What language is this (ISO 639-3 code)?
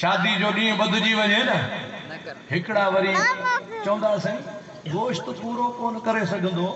snd